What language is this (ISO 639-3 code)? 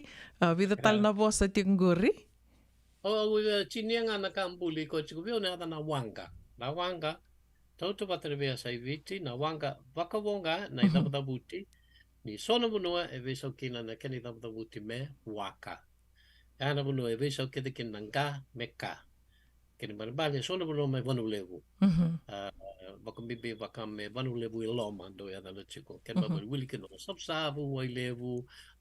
fij